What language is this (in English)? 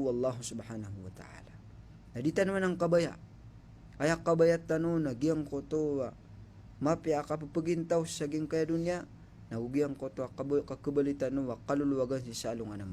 Maranao